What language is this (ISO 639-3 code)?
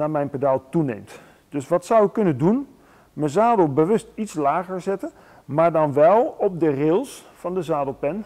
nld